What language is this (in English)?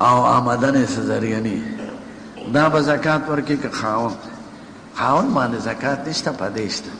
Pashto